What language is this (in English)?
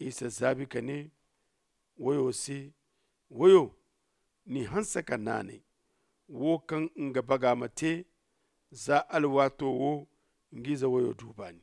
Zarma